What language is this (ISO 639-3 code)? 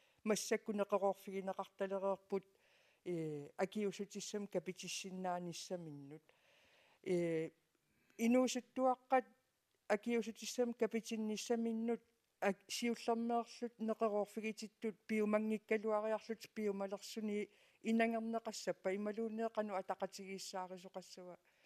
kal